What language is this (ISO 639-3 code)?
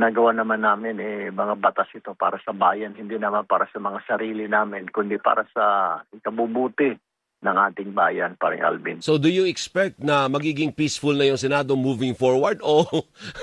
fil